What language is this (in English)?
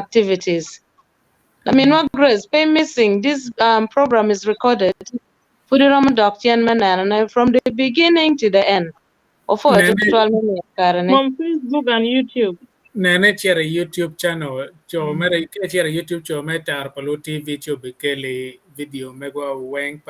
Acoli